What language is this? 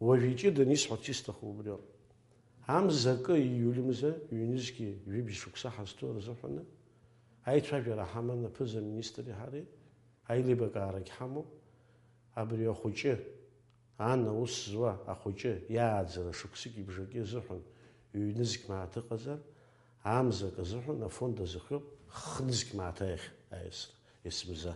Abkhazian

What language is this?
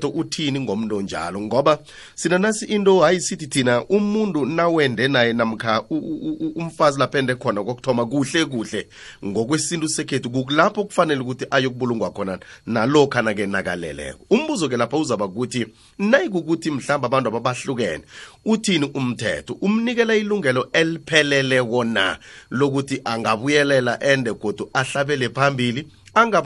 South Ndebele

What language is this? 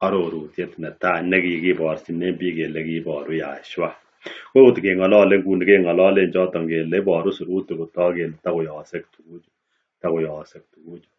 Kalenjin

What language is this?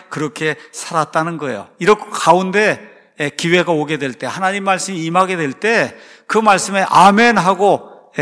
Korean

